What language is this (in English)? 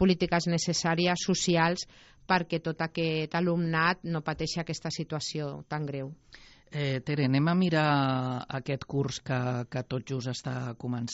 Catalan